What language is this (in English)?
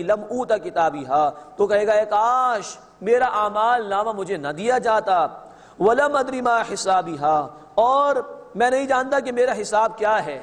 Urdu